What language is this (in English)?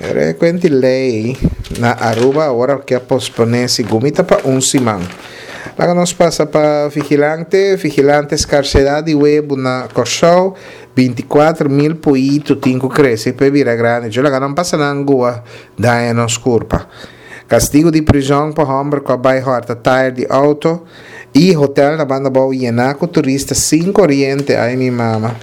Papiamento